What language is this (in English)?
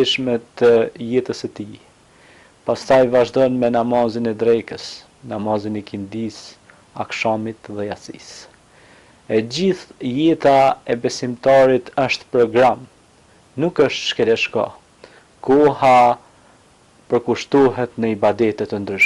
Albanian